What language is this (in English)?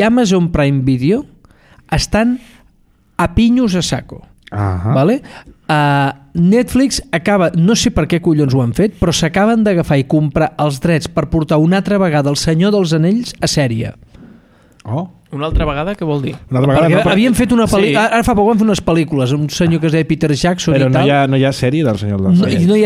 Catalan